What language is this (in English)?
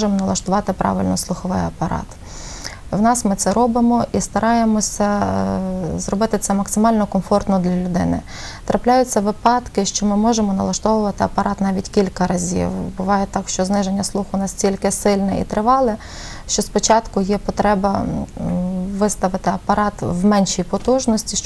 Ukrainian